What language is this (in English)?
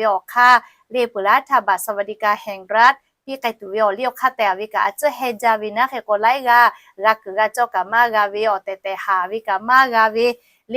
Lahu